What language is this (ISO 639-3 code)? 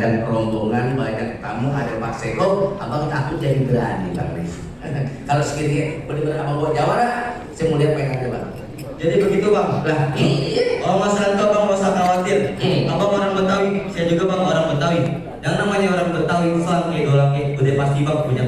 bew